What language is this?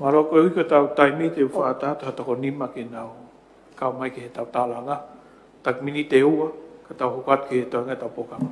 Tongan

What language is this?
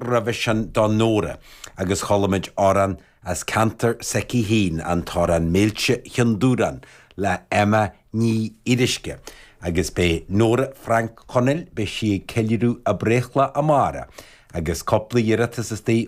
Irish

